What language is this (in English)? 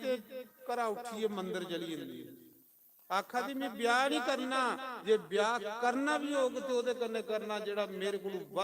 Dogri